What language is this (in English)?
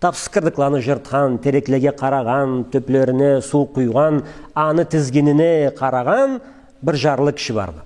Karachay-Balkar